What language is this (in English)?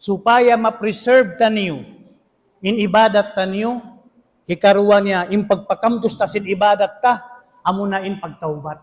Tausug